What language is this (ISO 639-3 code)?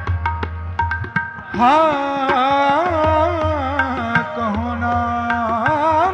pan